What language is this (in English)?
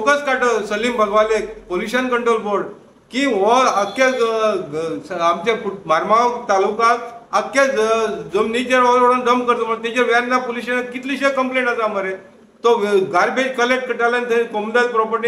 Konkani